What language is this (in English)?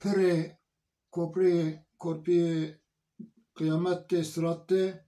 Zaza